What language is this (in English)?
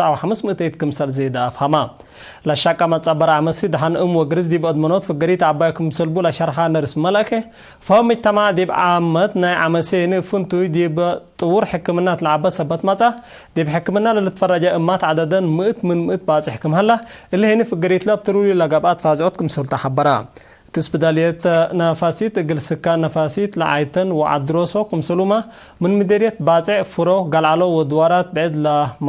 Tigre